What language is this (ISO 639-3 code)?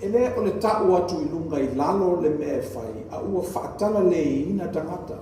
smo